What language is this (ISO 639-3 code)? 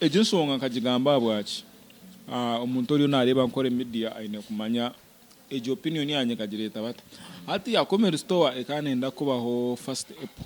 nyn